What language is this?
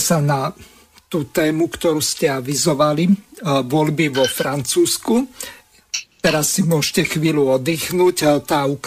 Slovak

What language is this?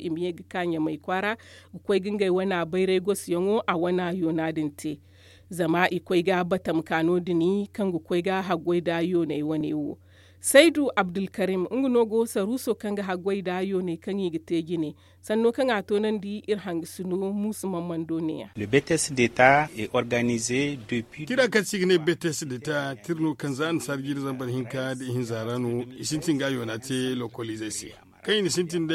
Zarma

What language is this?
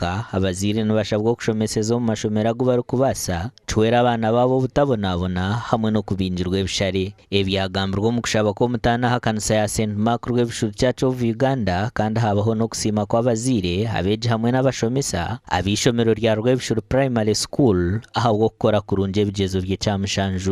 Nyankole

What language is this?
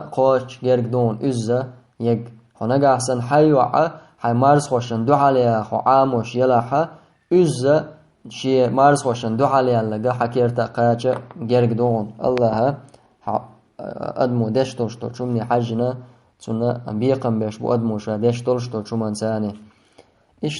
Chechen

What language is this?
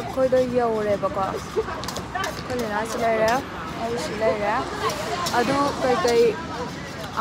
Manipuri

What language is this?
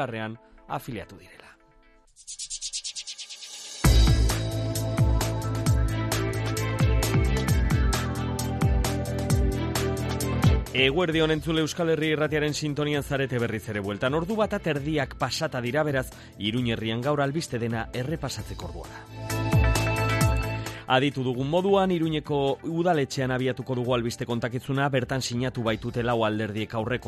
Basque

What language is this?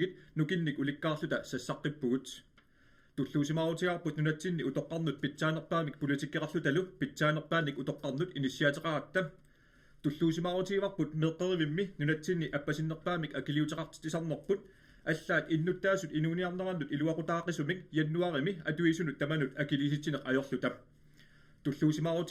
Kalaallisut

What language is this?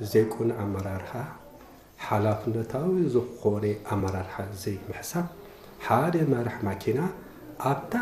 Tigrinya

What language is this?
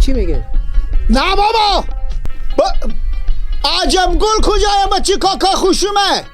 Persian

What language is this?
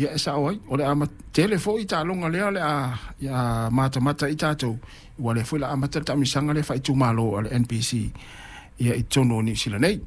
Samoan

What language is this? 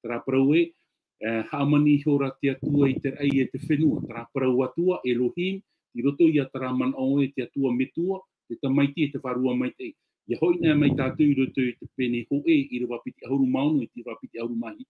Tahitian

